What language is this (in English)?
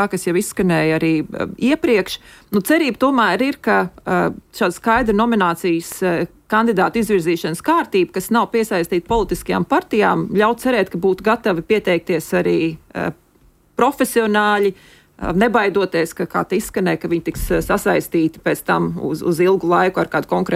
Latvian